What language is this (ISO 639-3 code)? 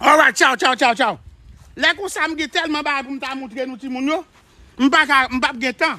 hat